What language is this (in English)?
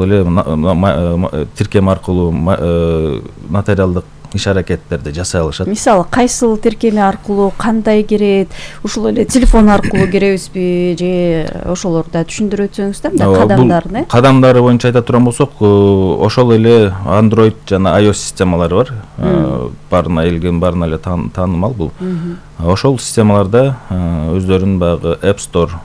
Kyrgyz